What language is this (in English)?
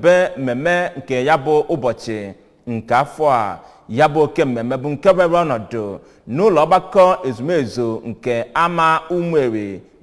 Igbo